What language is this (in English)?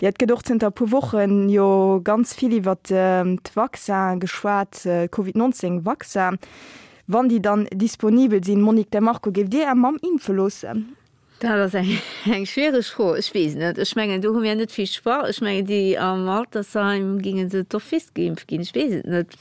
Luxembourgish